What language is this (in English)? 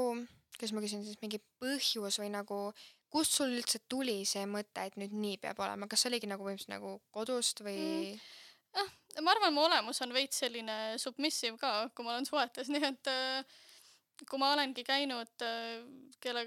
Estonian